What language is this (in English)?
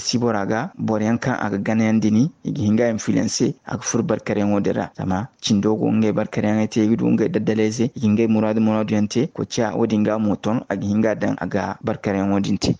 Zarma